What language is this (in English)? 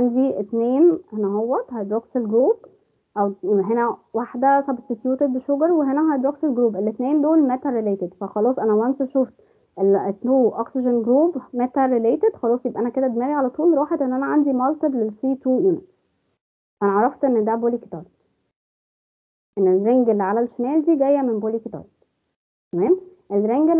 Egyptian Arabic